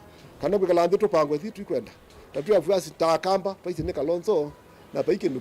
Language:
Kamba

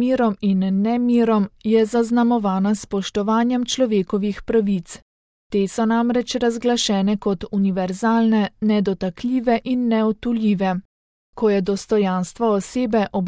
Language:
Slovenian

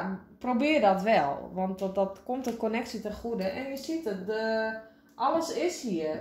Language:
Dutch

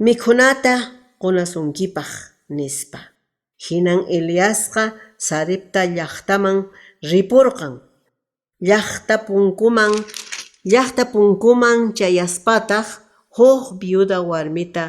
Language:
Quechua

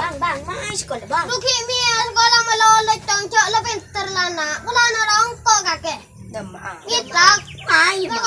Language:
Madurese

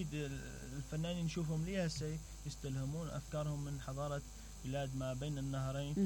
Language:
Mesopotamian Arabic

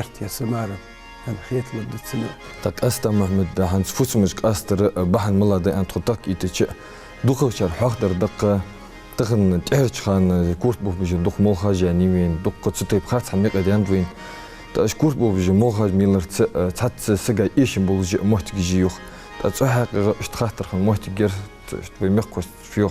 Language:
Ingush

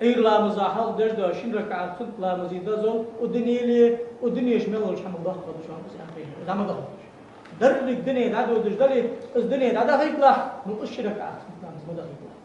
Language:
Ingush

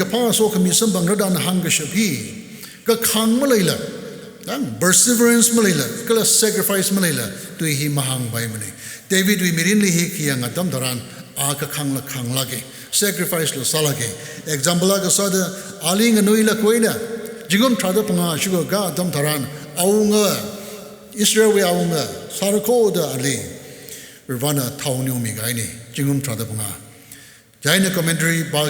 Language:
Tangkhul Naga (India)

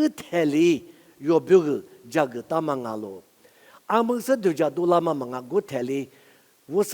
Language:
Lisu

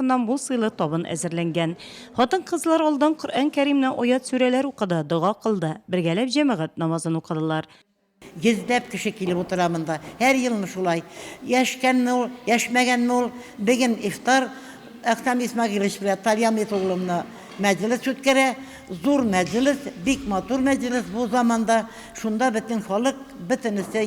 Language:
Tatar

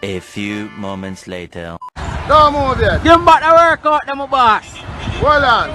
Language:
Jamaican Creole English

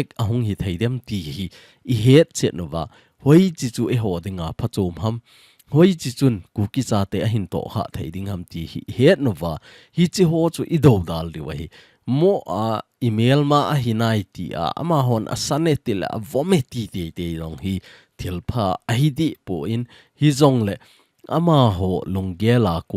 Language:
Thado Chin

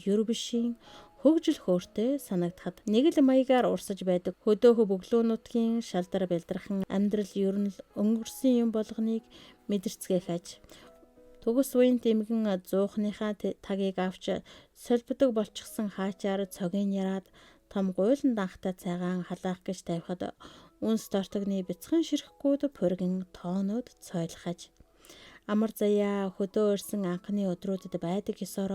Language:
Mongolian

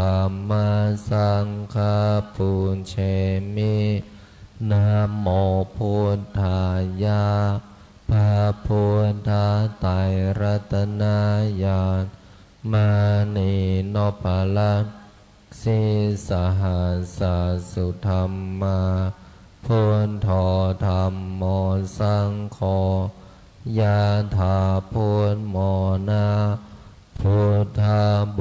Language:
Pali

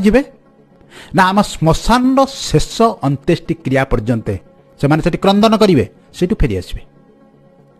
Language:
Odia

